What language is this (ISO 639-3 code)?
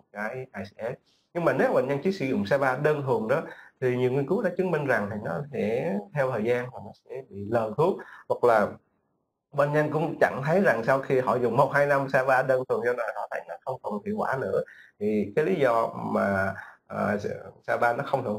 vie